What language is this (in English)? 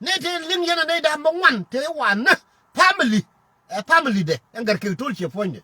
Nuer